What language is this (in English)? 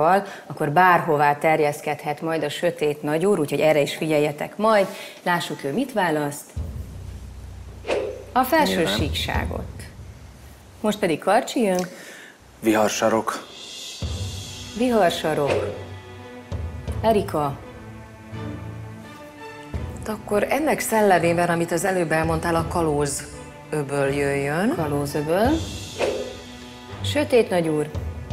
Hungarian